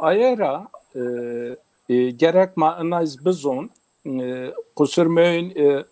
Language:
Zaza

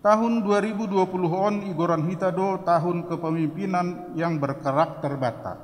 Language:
Batak Simalungun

